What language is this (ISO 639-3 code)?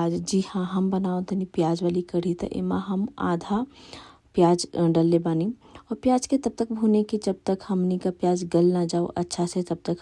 bho